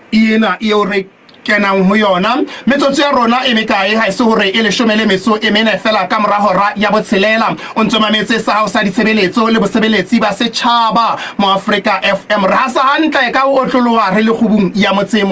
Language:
Southern Sotho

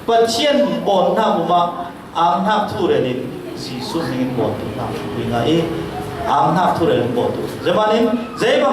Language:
Falam Chin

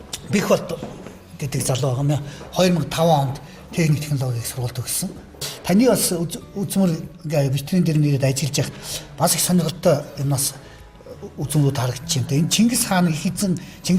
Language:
Mongolian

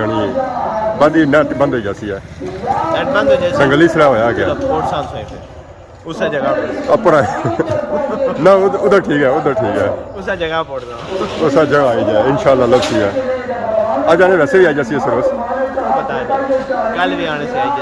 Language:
Pahari-Potwari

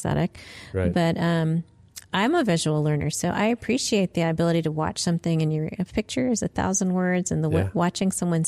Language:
English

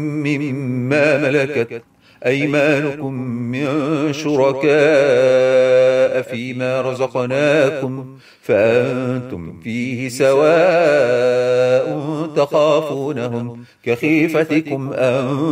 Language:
Arabic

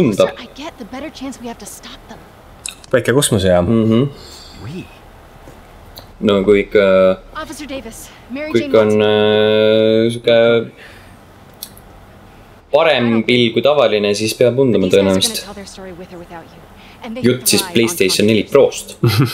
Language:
Estonian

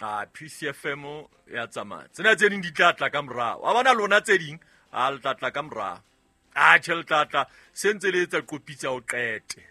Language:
Southern Sotho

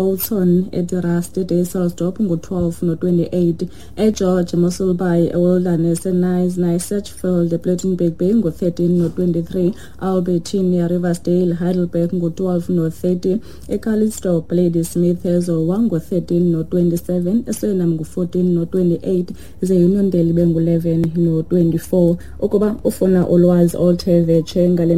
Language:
Xhosa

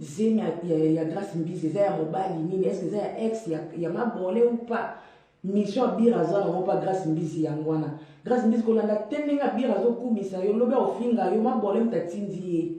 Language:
Lingala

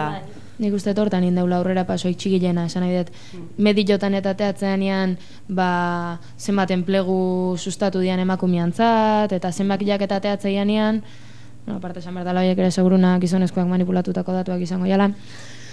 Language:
Basque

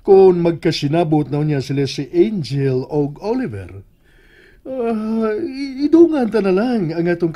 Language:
Cebuano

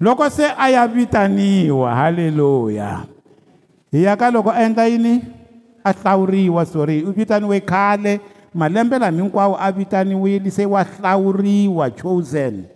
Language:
Tsonga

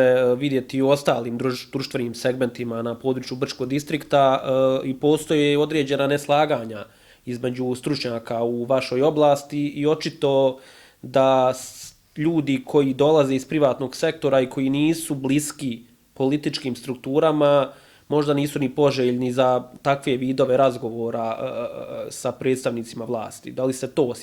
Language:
Bosnian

